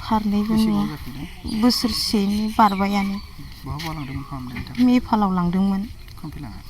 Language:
Bodo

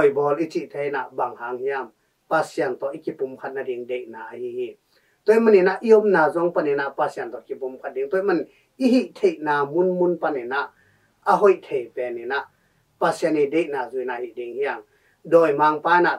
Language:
Tedim Chin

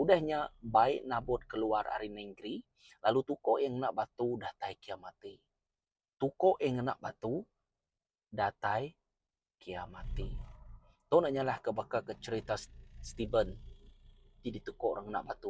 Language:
Iban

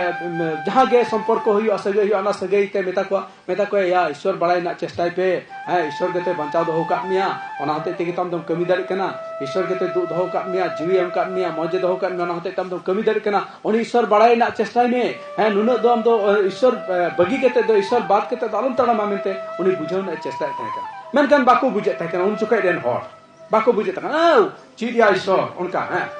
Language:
Santali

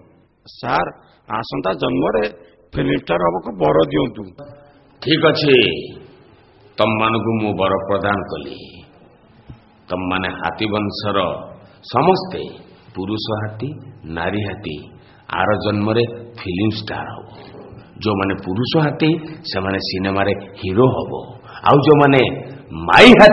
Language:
Odia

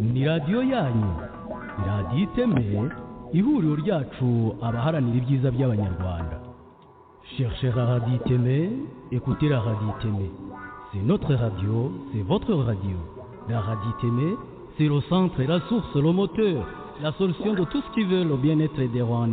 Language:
Kinyarwanda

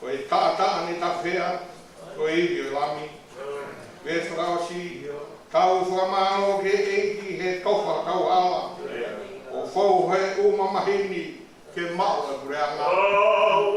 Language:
Tongan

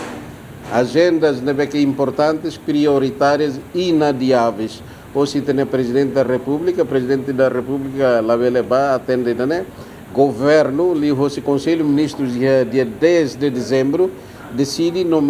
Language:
Tetum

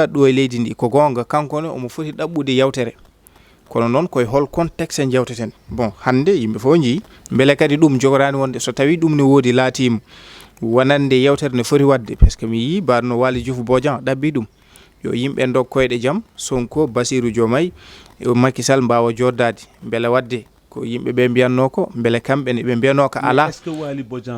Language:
Fula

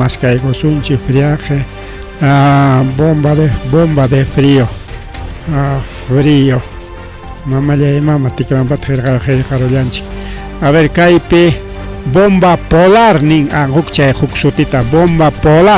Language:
Ayacucho Quechua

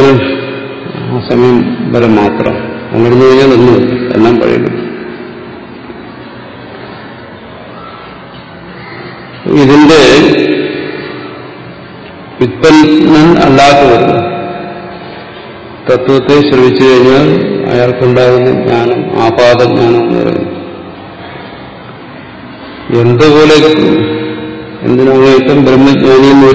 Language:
Malayalam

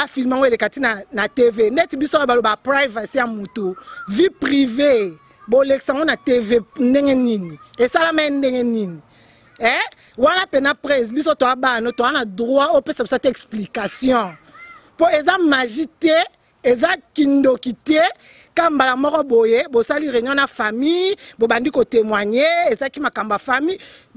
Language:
Lingala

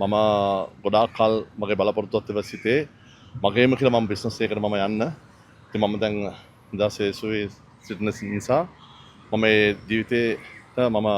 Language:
Sinhala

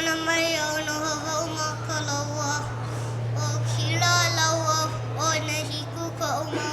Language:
Hawaiian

